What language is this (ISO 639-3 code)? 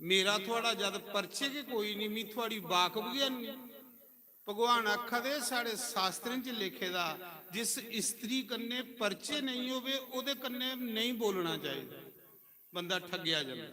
doi